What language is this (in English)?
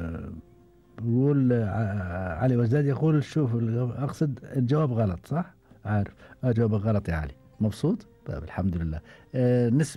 Gulf Arabic